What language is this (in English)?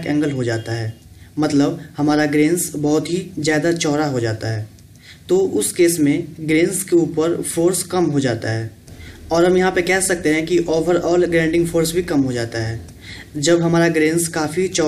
Hindi